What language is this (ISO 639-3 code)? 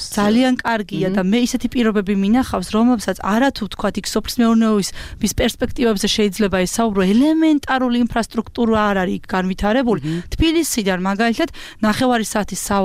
kat